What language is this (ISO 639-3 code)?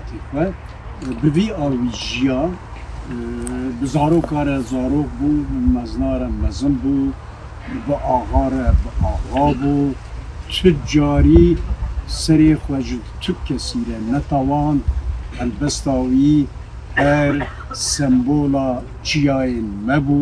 kur